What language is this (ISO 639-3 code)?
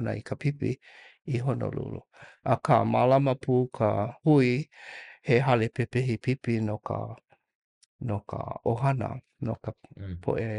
haw